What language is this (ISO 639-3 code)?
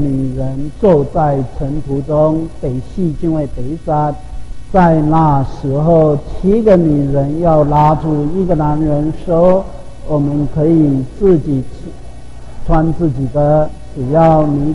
zho